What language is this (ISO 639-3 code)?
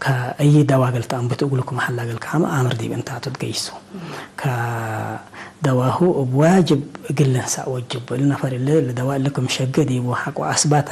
tig